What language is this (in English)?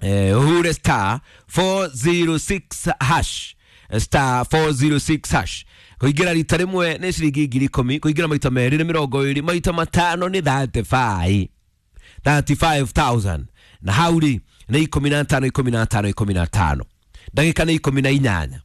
Kikuyu